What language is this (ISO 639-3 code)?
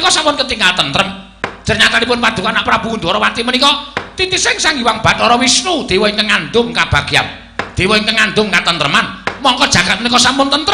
jav